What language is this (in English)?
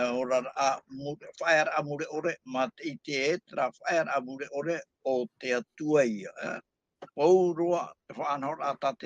Tahitian